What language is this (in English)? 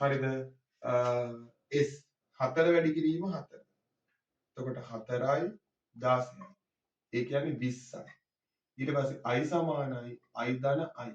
Sinhala